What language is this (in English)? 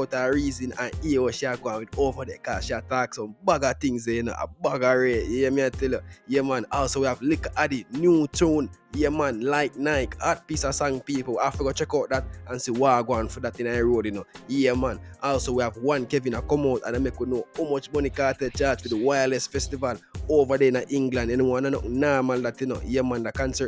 Jamaican Creole English